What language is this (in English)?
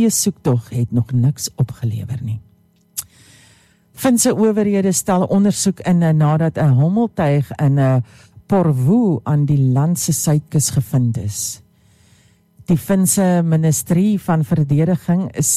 Afrikaans